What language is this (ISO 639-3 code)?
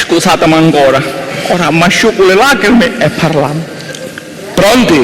scn